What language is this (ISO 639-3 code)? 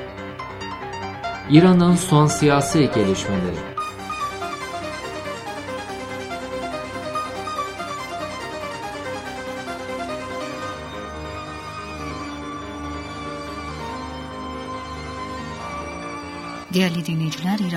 tur